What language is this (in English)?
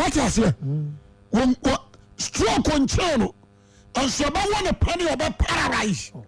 Akan